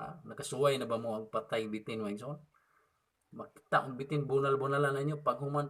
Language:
Cebuano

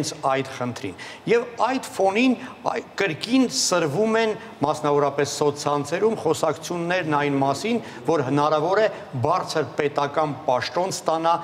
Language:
Armenian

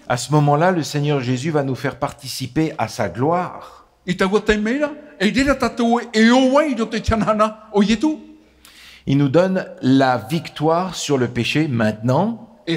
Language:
Tahitian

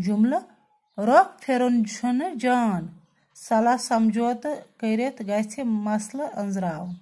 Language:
Kashmiri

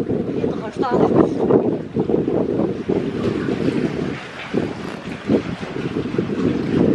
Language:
Dutch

